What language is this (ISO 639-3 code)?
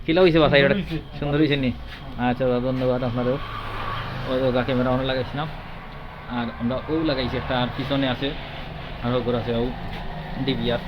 syl